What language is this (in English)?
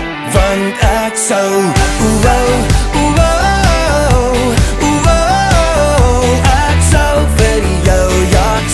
Afrikaans